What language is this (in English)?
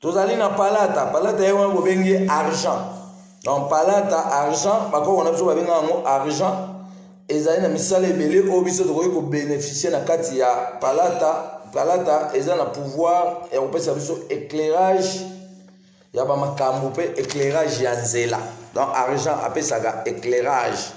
Lingala